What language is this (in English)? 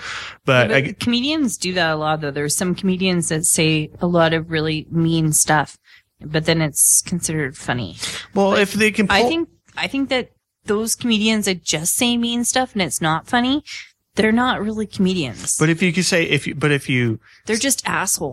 English